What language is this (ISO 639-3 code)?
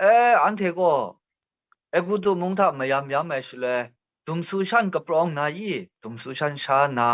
kac